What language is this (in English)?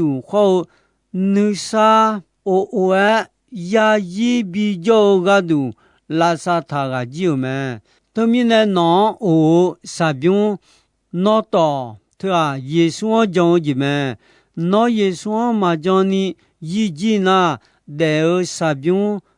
Akha